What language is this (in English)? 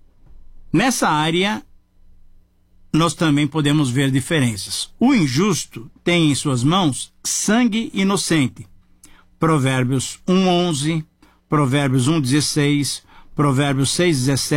Portuguese